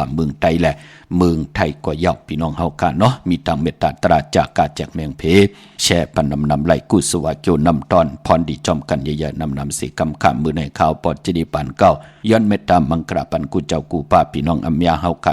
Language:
Shan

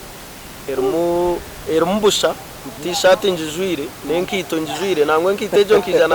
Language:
Nyankole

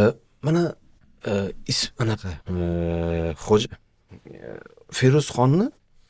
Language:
Uzbek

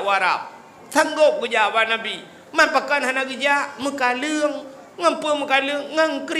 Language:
Achinese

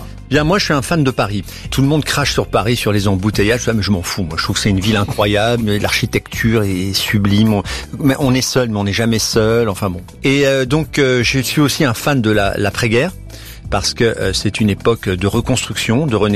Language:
French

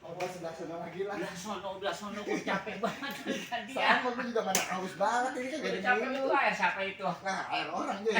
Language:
Betawi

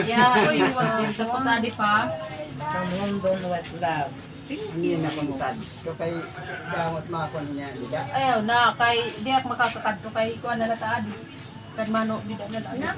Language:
Waray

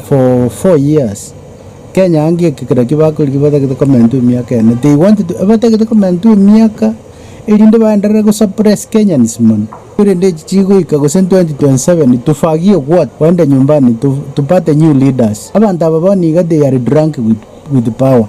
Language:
Gusii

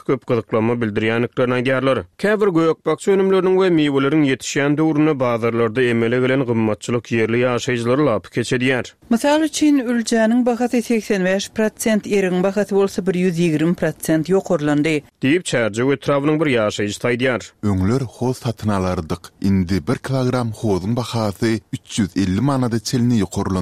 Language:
Turkmen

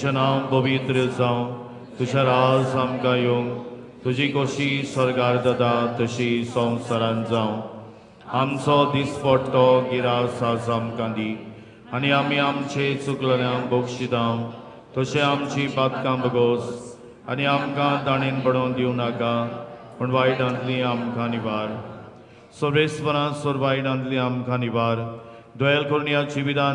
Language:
Konkani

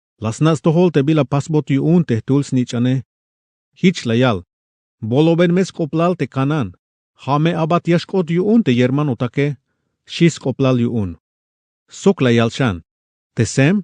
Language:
Tzeltal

